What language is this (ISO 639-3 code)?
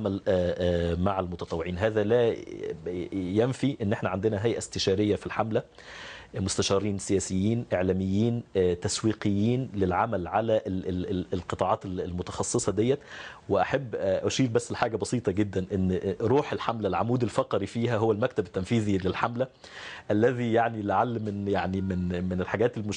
arz